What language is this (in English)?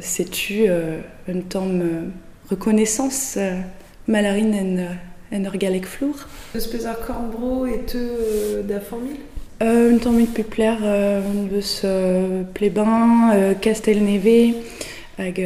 Breton